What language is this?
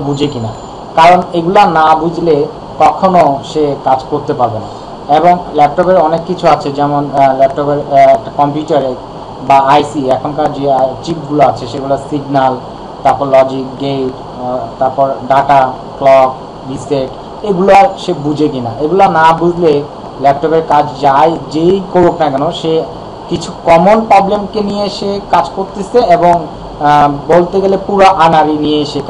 Bangla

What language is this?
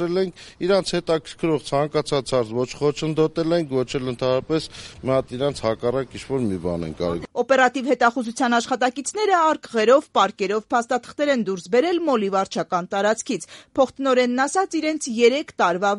Armenian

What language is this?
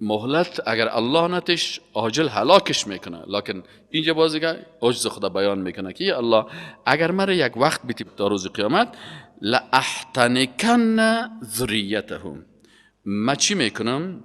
Persian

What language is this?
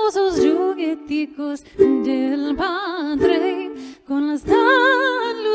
Ladino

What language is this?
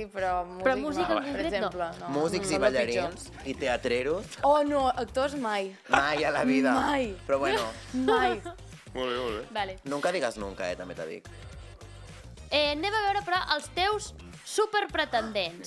Catalan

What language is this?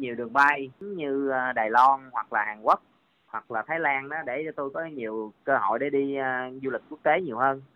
Vietnamese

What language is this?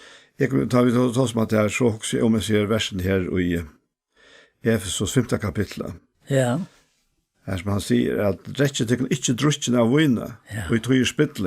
Faroese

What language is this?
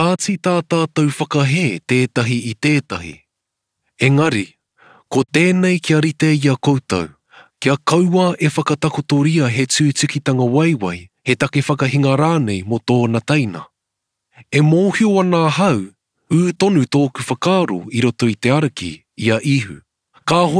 Māori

